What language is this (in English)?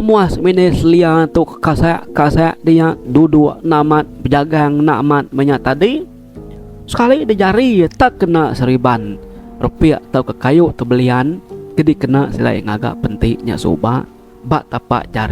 Iban